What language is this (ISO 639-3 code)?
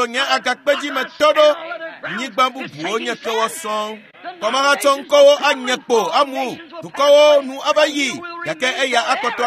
ewe